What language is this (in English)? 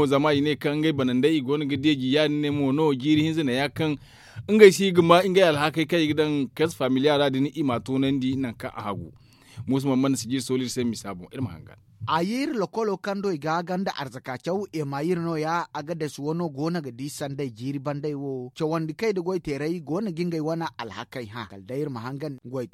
Zarma